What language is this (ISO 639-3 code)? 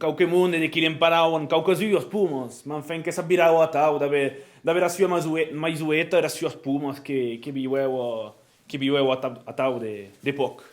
oci